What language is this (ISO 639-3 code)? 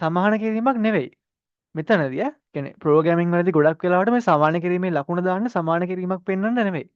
sin